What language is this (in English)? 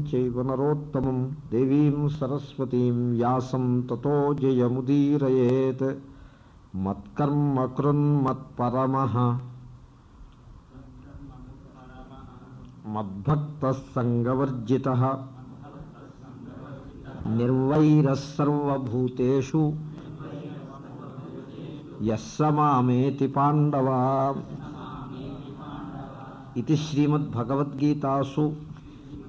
Telugu